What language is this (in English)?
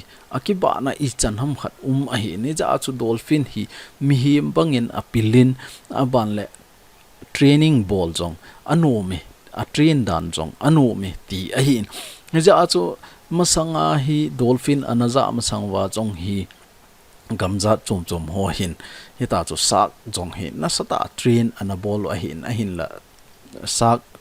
Thado Chin